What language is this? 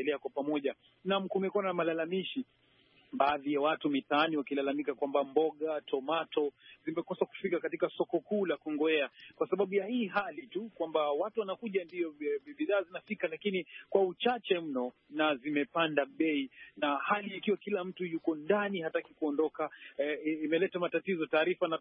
Swahili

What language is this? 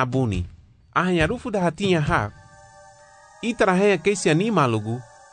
Garifuna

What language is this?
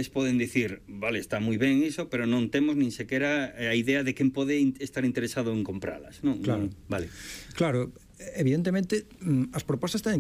Galician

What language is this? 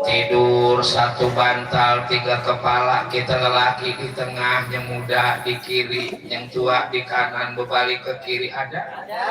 Betawi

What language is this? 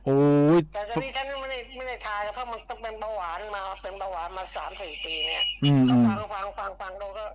Thai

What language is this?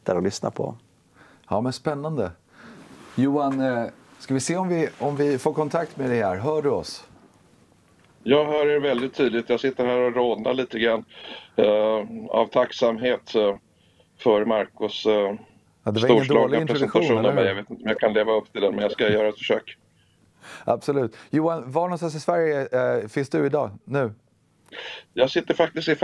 Swedish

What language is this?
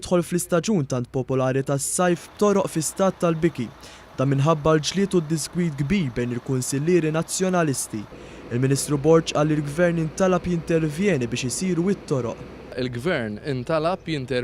Maltese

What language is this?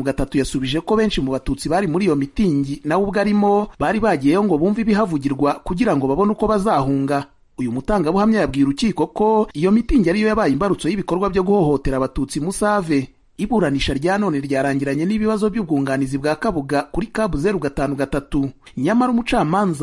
Kinyarwanda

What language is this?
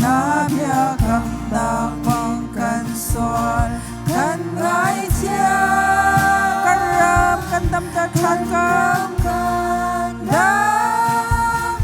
Hakha Chin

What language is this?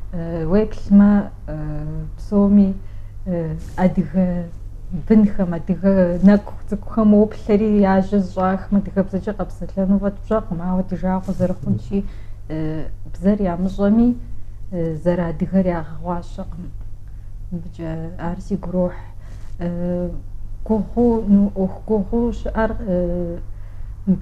Kabardian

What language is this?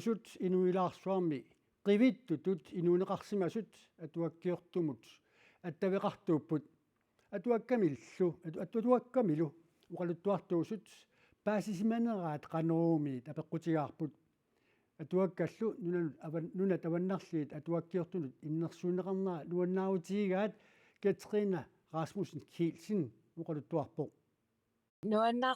Kalaallisut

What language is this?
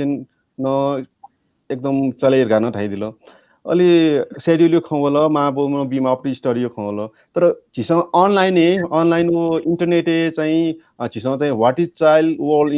Newari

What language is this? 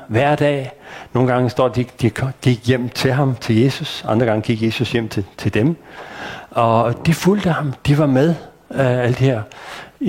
Danish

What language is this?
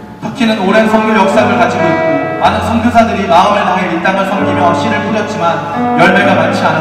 Korean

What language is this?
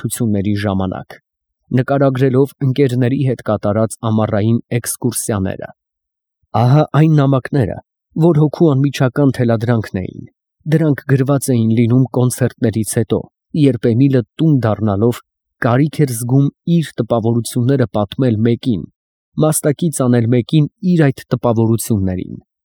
Armenian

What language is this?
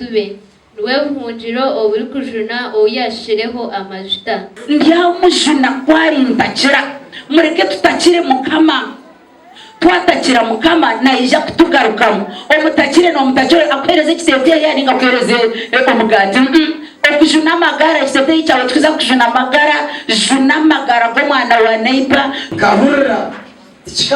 Nyankole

